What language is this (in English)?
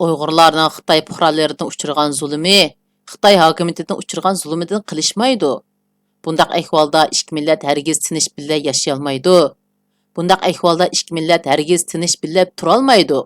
Uyghur